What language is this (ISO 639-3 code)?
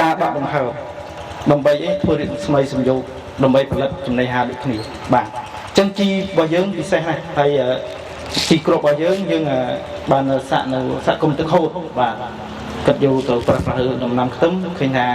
khm